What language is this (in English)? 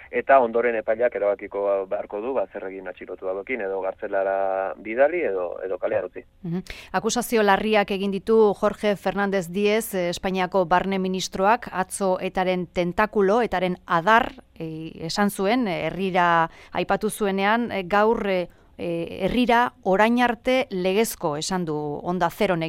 Basque